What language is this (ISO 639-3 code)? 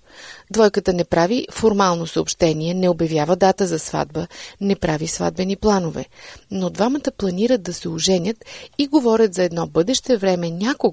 bul